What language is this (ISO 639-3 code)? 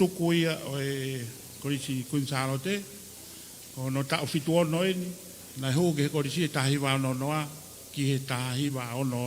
ton